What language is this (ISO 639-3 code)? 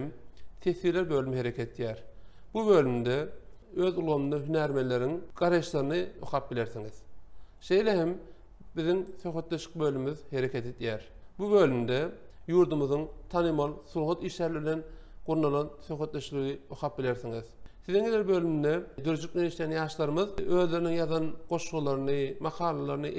tuk